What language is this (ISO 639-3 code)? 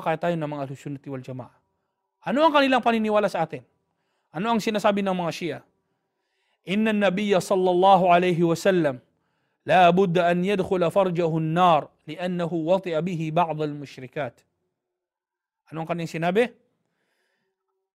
fil